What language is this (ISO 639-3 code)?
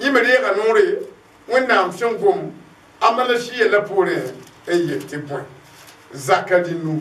mos